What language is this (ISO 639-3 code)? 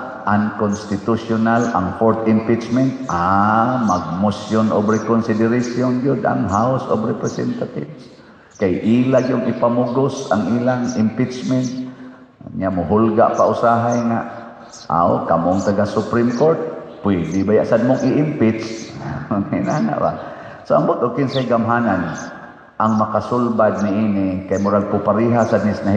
ceb